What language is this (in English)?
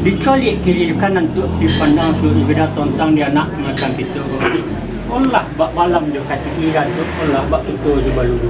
Minangkabau